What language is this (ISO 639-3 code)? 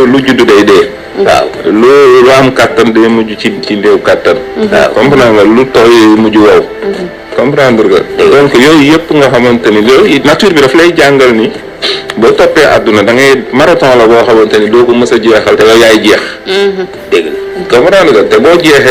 wol